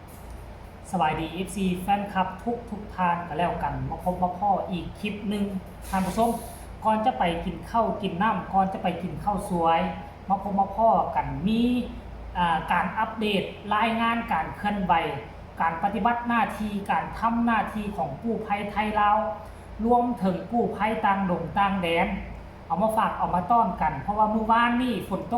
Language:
Lao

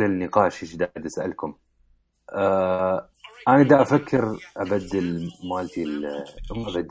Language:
Mesopotamian Arabic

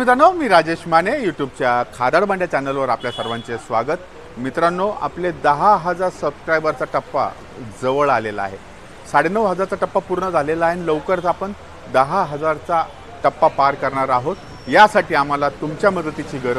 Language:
Marathi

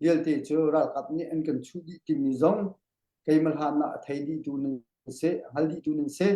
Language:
Hakha Chin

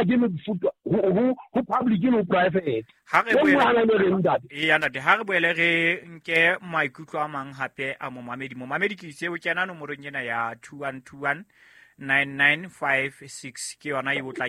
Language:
Southern Sotho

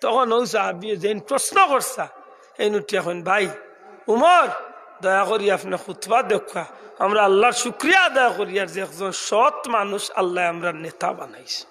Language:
Sylheti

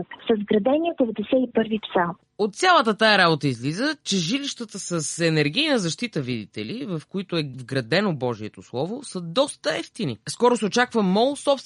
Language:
Bulgarian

